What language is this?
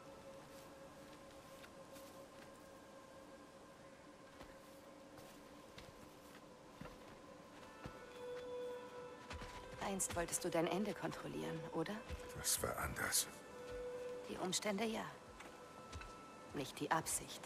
German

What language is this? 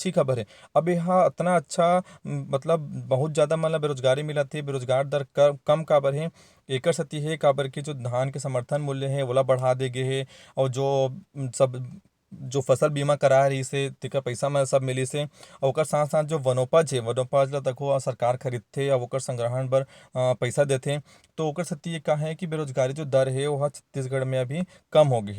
Chhattisgarhi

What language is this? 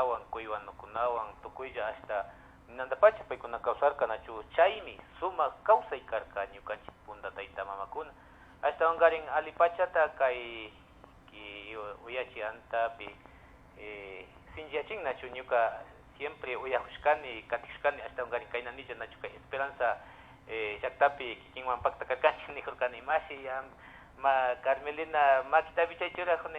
Imbabura Highland Quichua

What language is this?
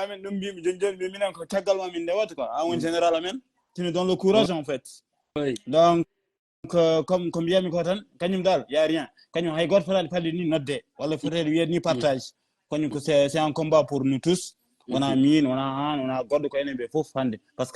Fula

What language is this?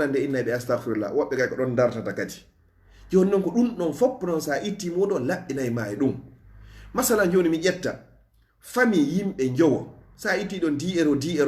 Fula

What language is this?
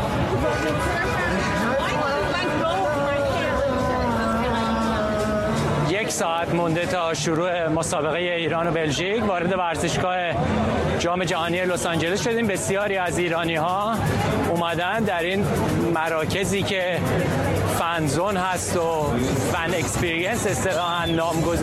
Persian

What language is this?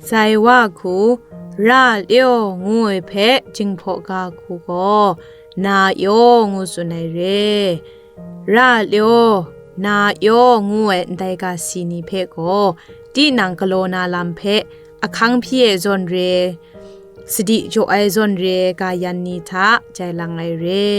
Zaiwa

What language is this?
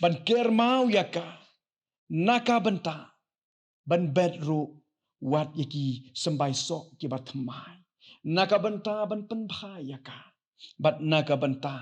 Khasi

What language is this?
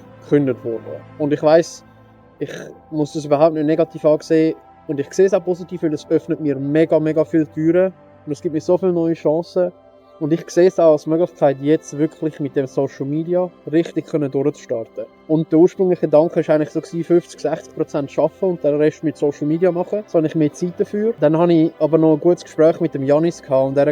Swiss German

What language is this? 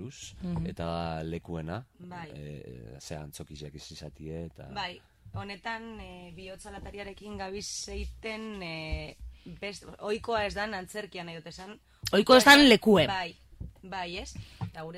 Basque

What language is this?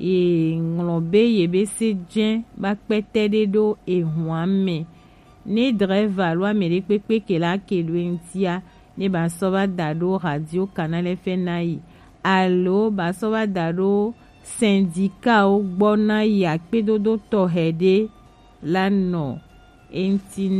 Gen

